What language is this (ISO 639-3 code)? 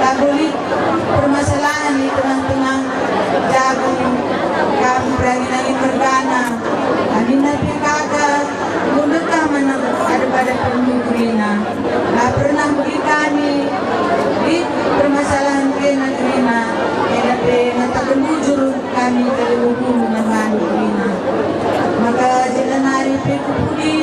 btx